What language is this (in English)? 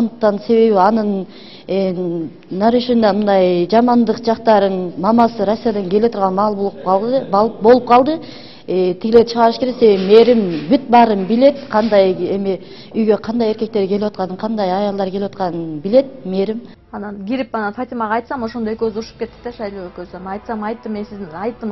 Kyrgyz